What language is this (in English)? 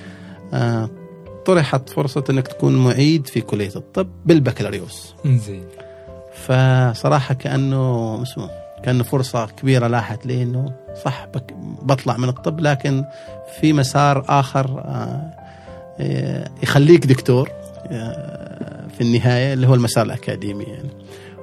Gulf Arabic